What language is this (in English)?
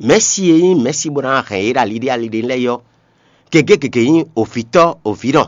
Fon